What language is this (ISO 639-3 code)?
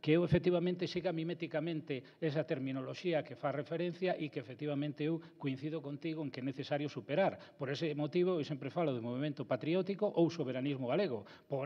glg